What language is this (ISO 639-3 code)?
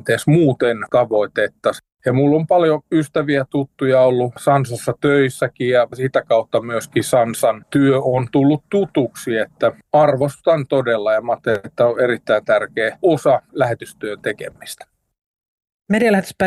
fin